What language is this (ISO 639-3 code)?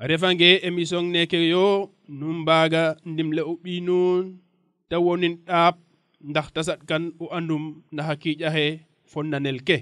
srr